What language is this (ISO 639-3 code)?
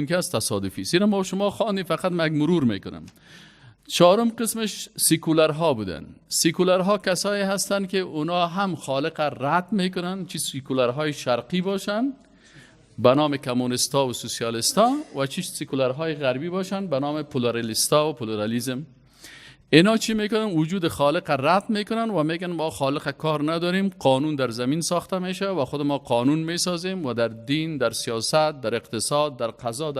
fas